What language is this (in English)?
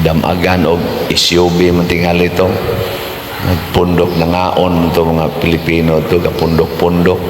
Cebuano